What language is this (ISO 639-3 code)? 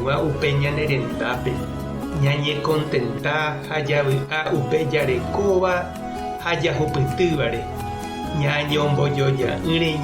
grn